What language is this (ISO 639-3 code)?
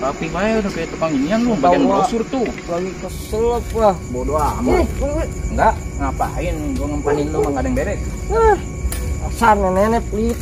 bew